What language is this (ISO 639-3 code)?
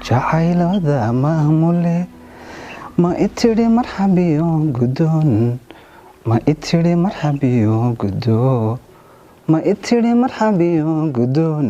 som